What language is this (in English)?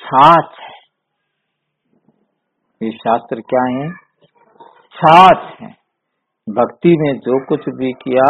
Hindi